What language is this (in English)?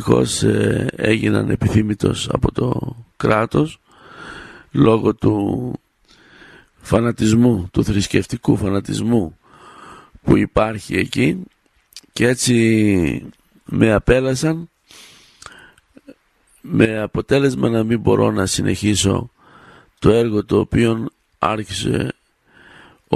Greek